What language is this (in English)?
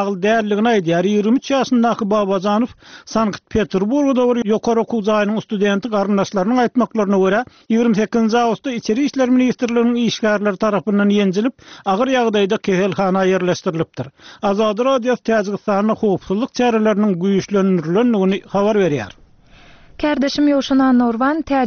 Turkmen